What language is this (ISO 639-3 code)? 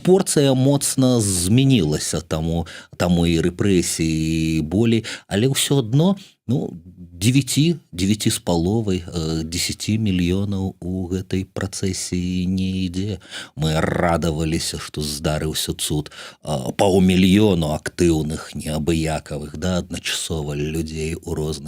bel